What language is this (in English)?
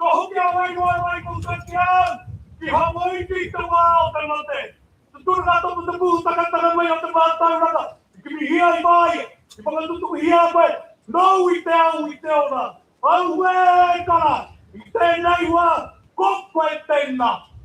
Māori